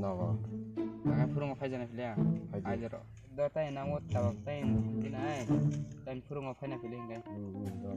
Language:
Kok Borok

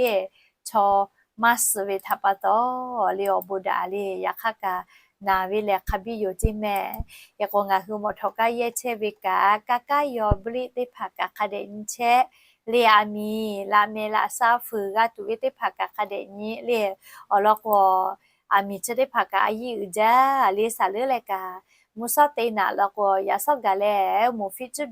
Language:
Lahu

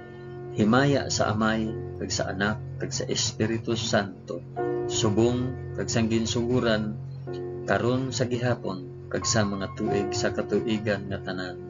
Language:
Hiligaynon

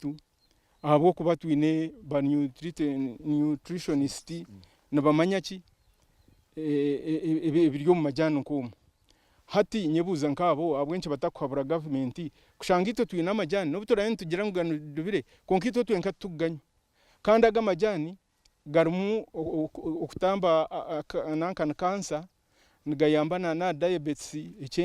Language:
Nyankole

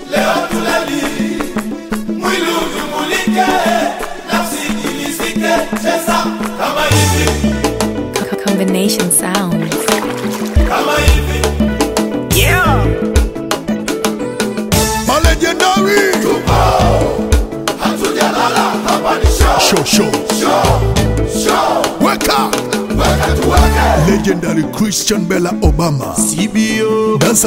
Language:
Swahili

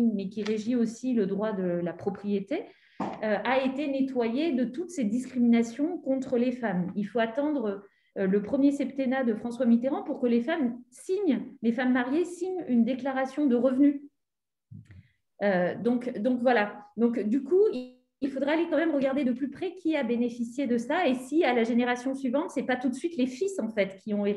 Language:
French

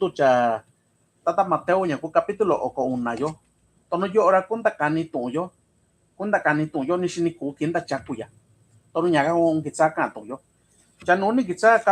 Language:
Mixtepec Mixtec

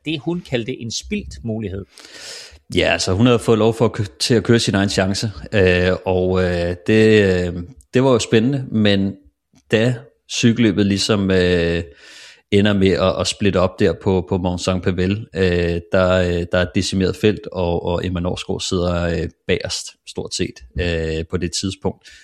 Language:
Danish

